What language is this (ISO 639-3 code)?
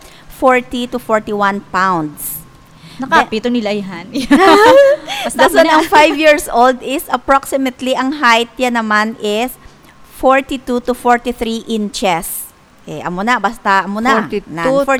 hil